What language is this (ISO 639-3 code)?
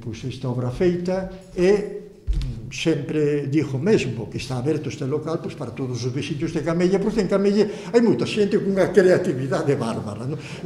glg